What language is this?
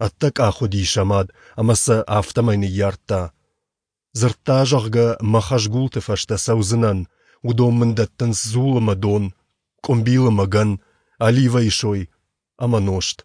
Ossetic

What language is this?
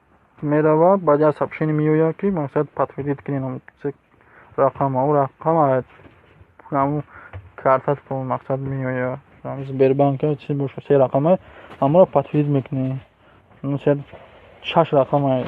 Tajik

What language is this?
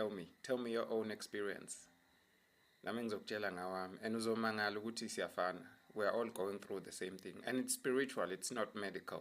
Zulu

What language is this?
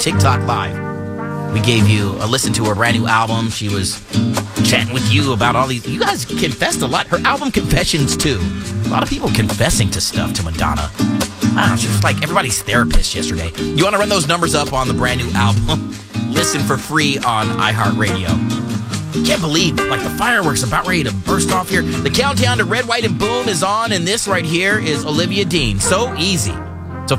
English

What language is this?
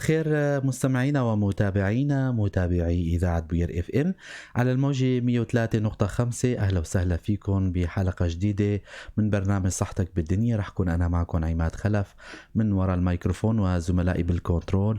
North Levantine Arabic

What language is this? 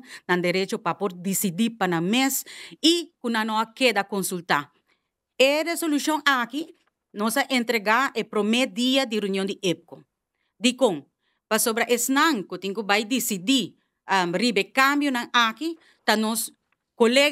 Papiamento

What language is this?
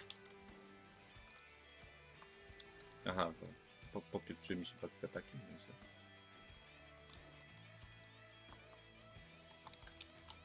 Polish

